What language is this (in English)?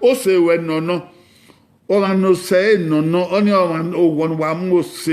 Bini